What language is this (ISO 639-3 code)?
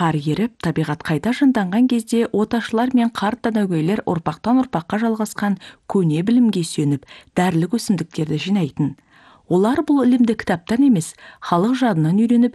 kaz